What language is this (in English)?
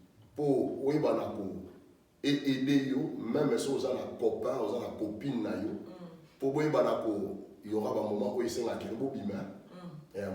Lingala